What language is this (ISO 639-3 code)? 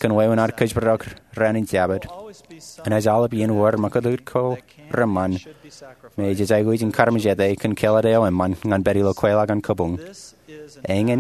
mah